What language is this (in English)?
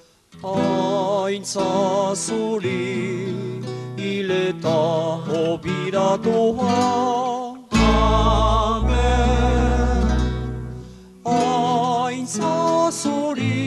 Basque